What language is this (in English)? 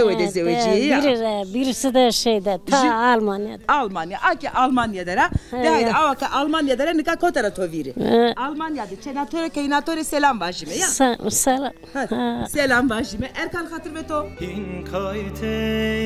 Zaza